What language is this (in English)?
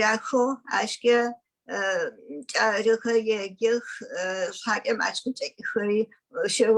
Adyghe